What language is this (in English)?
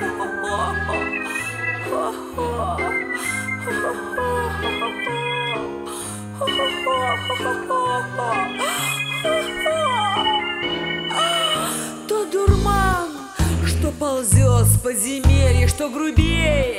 Russian